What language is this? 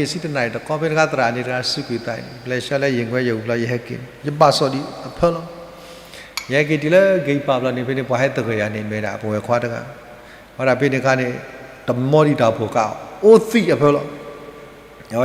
S'gaw Karen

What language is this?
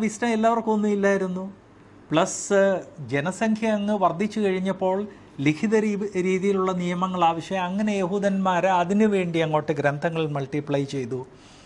Malayalam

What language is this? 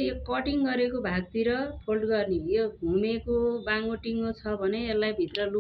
Nepali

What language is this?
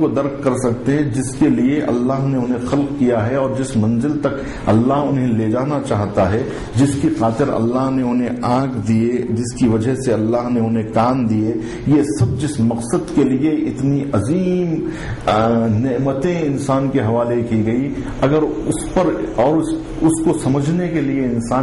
Urdu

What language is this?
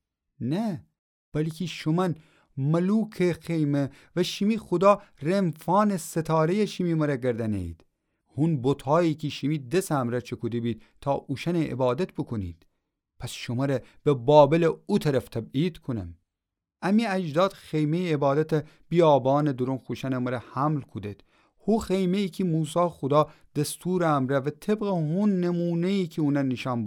Gilaki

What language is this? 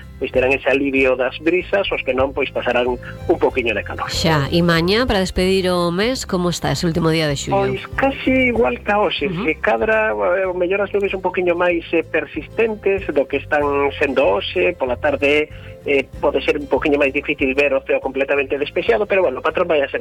Galician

